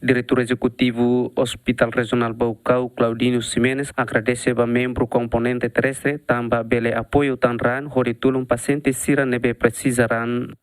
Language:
Tetum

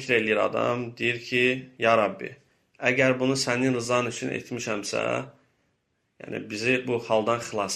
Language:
Azerbaijani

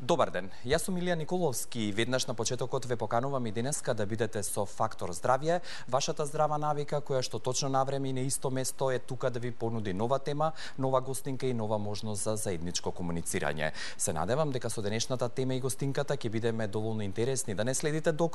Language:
Macedonian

